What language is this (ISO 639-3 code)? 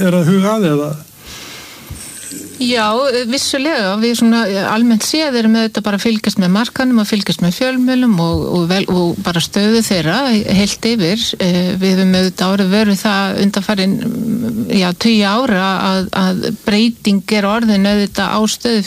isl